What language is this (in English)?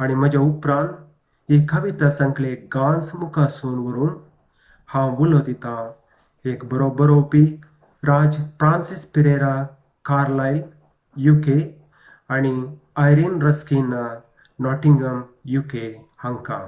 Konkani